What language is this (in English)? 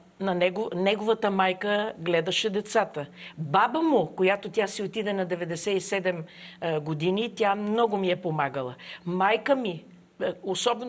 Bulgarian